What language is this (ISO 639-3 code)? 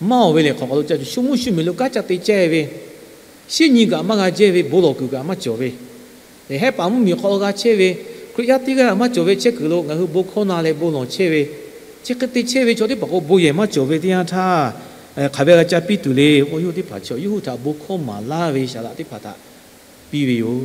lhu